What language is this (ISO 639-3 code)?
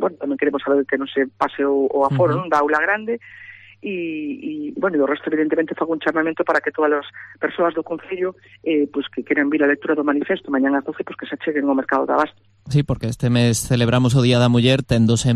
glg